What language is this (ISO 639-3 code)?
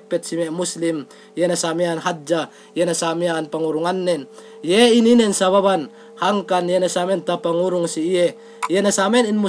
yka